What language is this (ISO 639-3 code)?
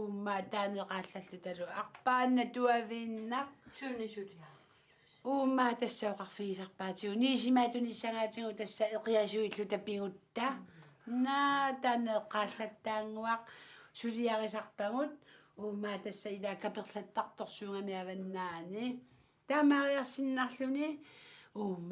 kal